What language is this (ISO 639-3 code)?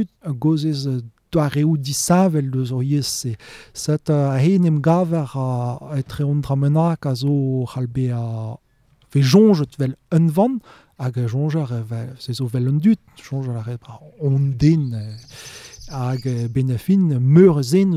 bre